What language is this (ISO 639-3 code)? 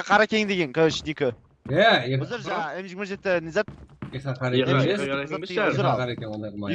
kaa